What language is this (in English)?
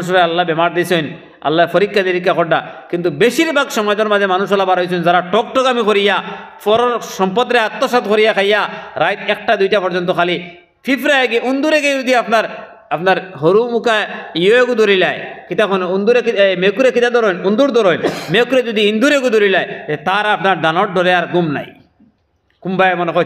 Sylheti